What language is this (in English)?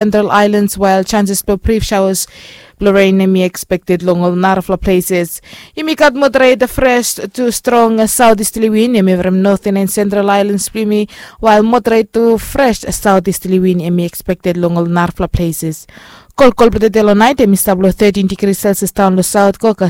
Bislama